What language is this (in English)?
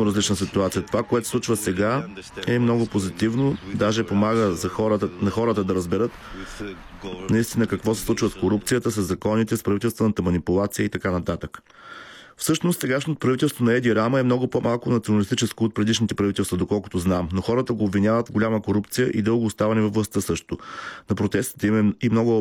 Bulgarian